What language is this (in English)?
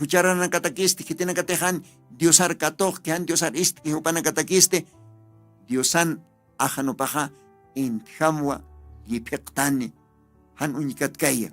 Aymara